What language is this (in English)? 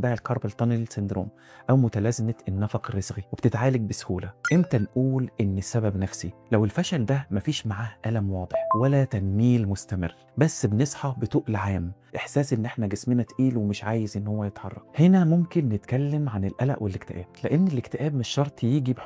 Egyptian Arabic